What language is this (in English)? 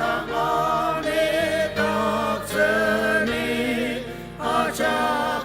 Ao Naga